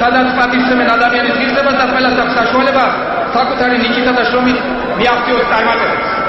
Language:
Georgian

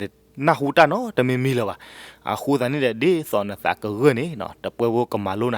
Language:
S'gaw Karen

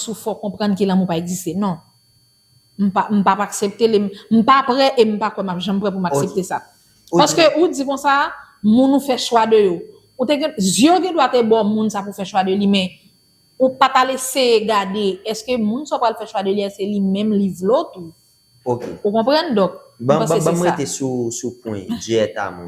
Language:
Haitian Creole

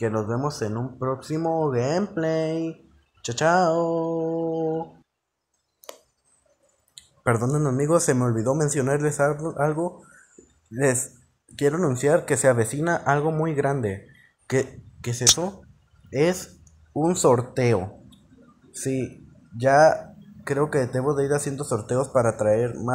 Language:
Spanish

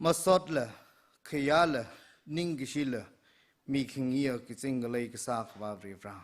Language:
Tangkhul Naga (India)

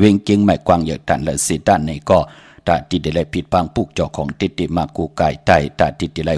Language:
Shan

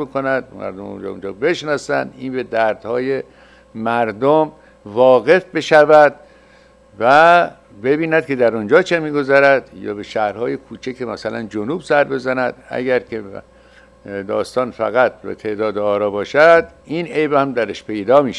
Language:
Persian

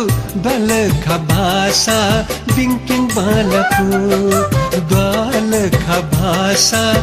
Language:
Newari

